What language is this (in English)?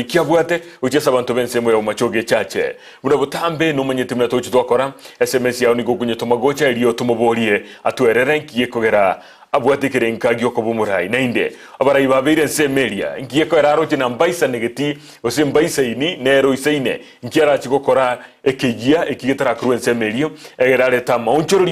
Gusii